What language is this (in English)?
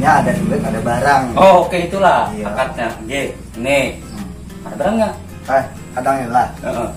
Banjar